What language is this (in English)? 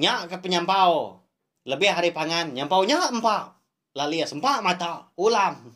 Iban